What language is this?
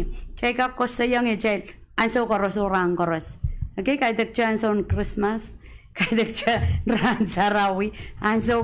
Pohnpeian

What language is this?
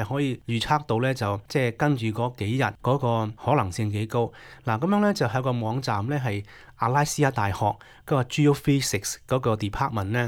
Cantonese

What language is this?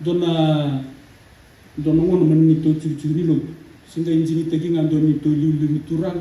Fijian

